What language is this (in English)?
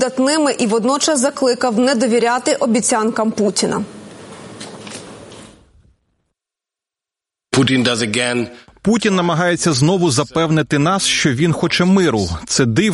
Ukrainian